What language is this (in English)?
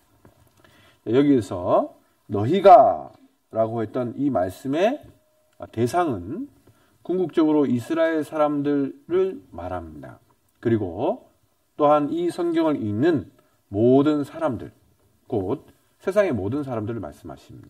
Korean